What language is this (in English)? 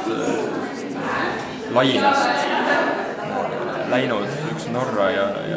Estonian